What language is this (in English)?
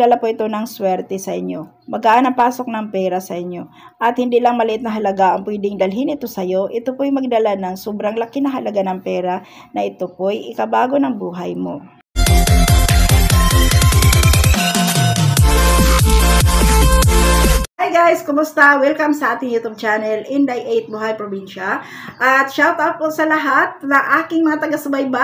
Filipino